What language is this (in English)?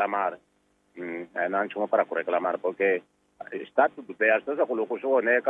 Tsonga